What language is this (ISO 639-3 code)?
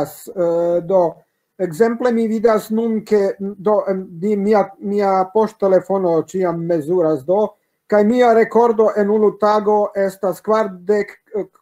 epo